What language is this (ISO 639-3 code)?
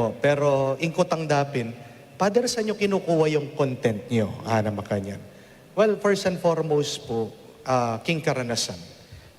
pam